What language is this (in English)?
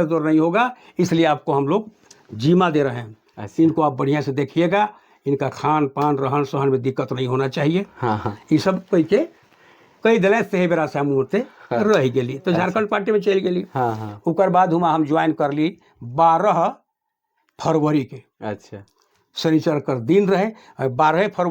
Sadri